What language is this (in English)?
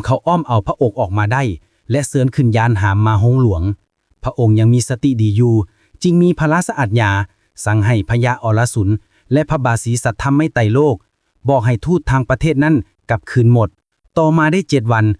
Lao